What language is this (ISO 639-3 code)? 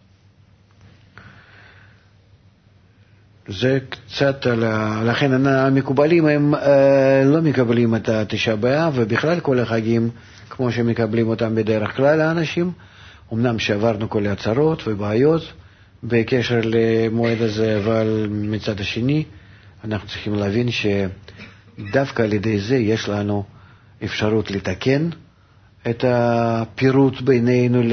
heb